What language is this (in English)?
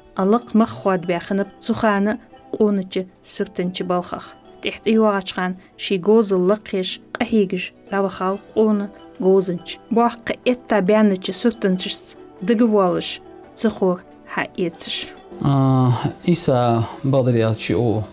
Ingush